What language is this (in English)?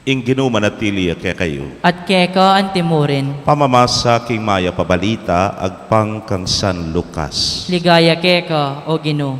Pampanga